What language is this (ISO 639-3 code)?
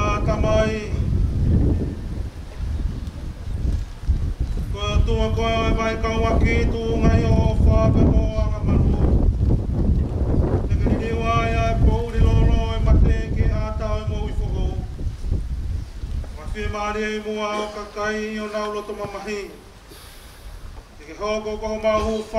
ton